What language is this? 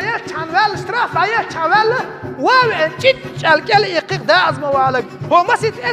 Chechen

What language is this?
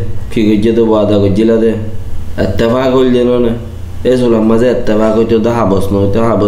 Rohingya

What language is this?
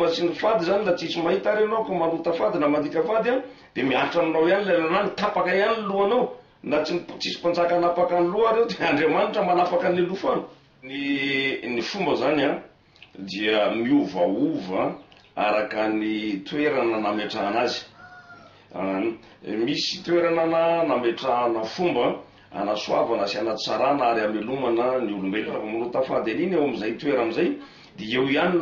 Malagasy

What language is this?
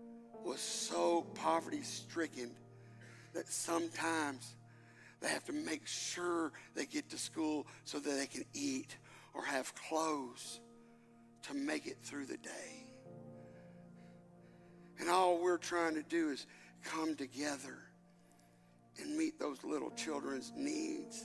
English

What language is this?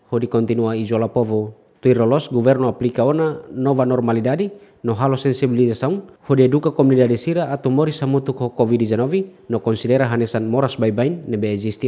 Tetum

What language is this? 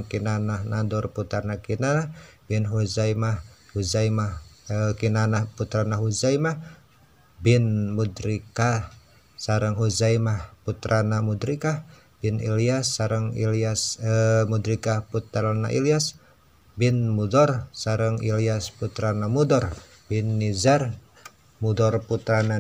Sundanese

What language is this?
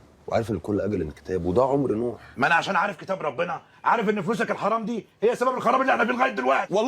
Egyptian Arabic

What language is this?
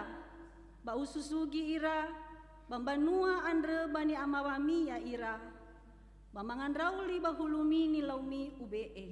Nias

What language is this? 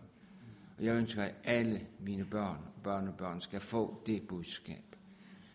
Danish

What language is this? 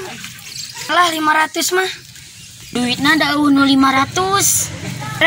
Sundanese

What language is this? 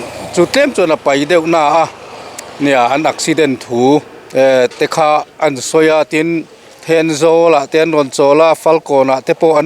Mizo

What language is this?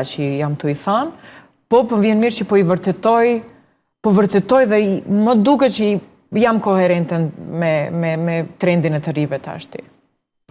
Albanian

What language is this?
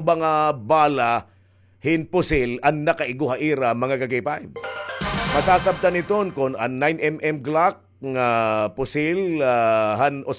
Waray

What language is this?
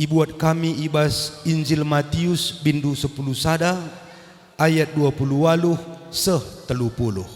Batak Karo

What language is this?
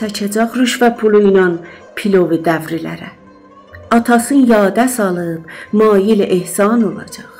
South Azerbaijani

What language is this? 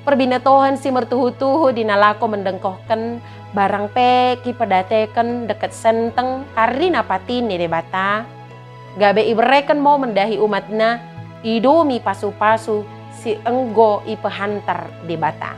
Batak Dairi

